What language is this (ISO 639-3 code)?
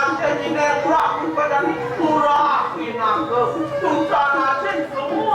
ban